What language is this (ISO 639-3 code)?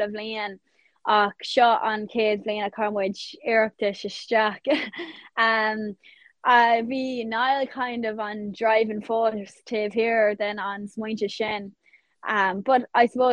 gle